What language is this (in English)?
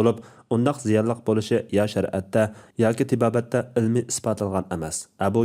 Uyghur